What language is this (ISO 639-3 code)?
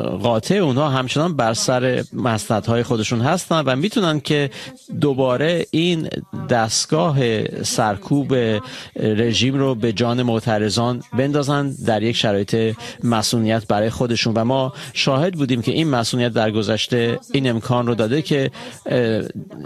fas